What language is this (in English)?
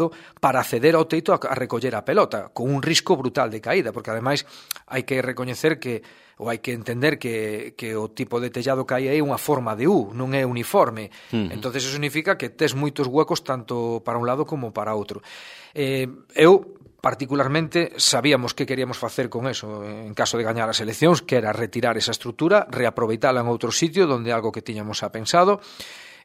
Galician